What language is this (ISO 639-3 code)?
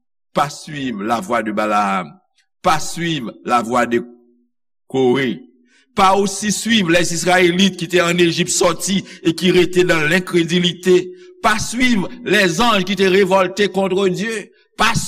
hat